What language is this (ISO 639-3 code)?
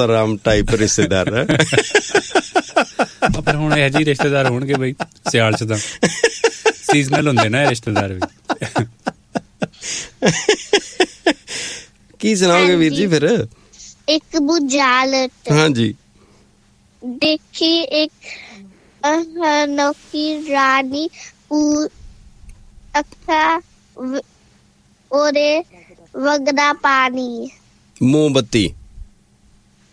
pan